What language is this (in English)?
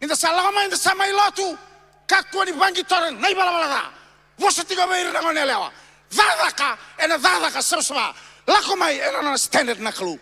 Fijian